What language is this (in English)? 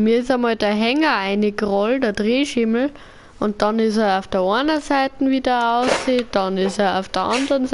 Bavarian